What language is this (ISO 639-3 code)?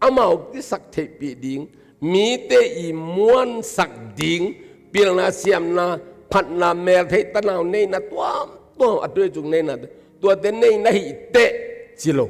ctd